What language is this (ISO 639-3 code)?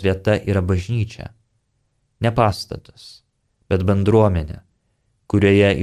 lit